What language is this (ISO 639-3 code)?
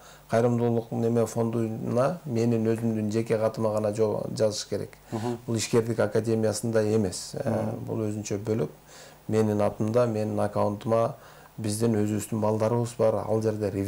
kir